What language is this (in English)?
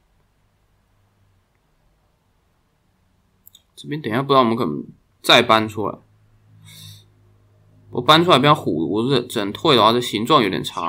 Chinese